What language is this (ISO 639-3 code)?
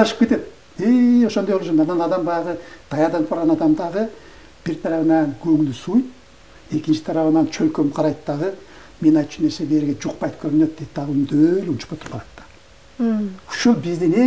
kir